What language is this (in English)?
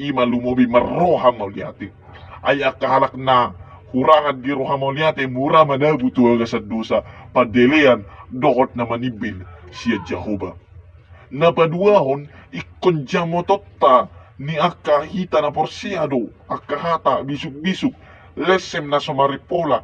Batak Toba